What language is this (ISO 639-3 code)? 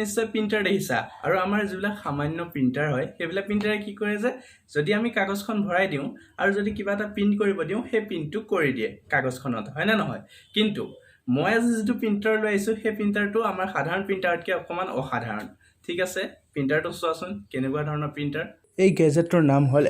asm